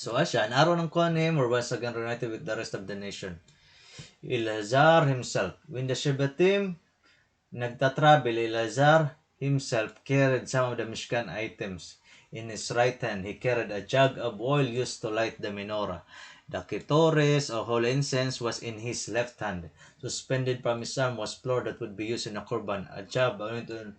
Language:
Waray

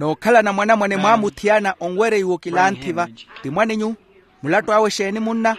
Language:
Makhuwa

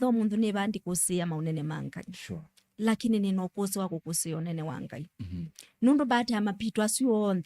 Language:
Kamba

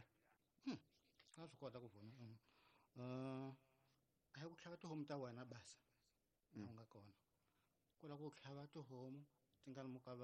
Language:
Tsonga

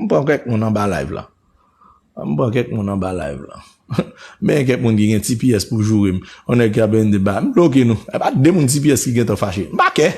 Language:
Haitian Creole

